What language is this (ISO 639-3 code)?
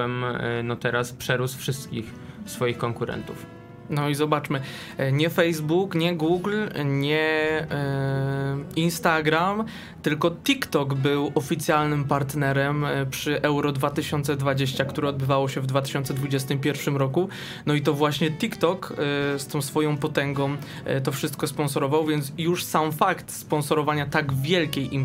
pol